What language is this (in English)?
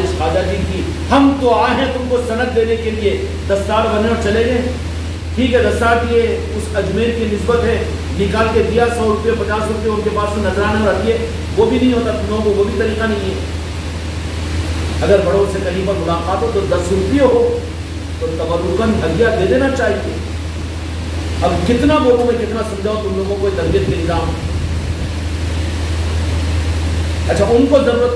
Urdu